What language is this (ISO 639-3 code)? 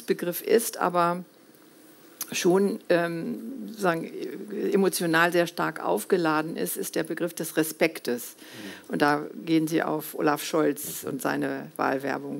deu